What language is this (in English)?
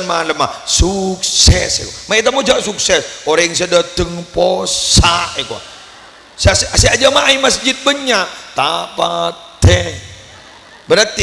Madurese